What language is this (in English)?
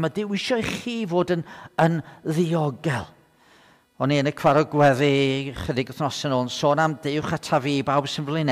Welsh